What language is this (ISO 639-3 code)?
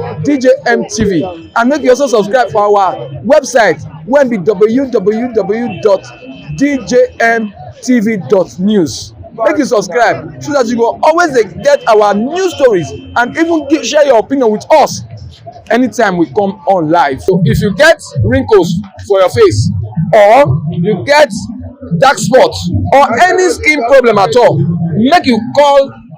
pcm